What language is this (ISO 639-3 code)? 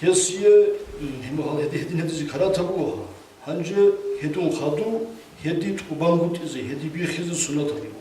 ava